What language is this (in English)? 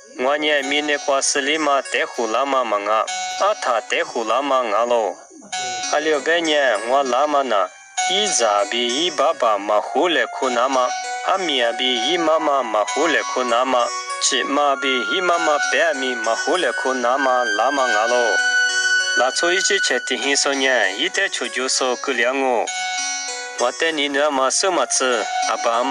Lisu